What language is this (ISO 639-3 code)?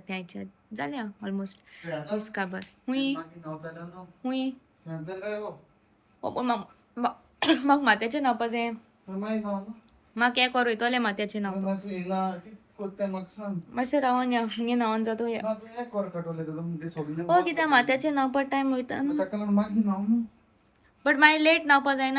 kok